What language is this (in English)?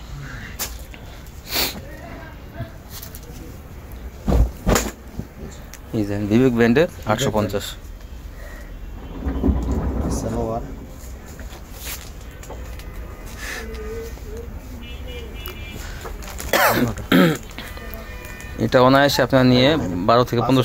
Bangla